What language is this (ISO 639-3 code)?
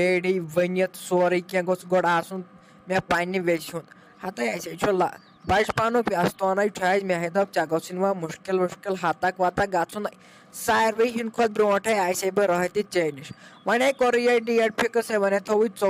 kas